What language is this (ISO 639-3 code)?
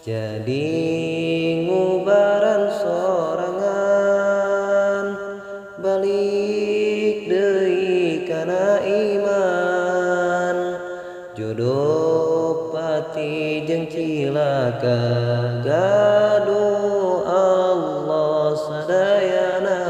sun